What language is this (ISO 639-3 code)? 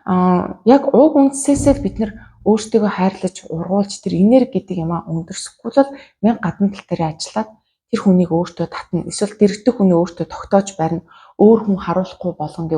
mon